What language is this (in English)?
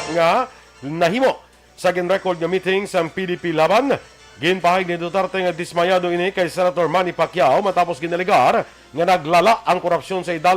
Hiligaynon